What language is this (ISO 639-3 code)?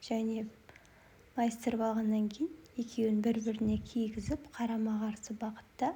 kaz